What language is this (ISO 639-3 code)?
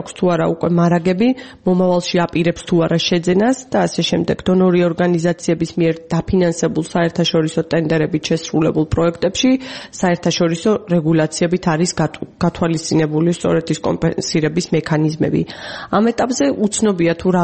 kat